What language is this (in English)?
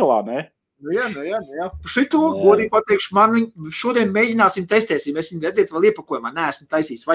Latvian